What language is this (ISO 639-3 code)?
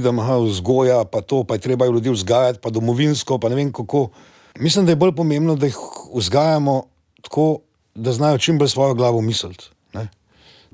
slv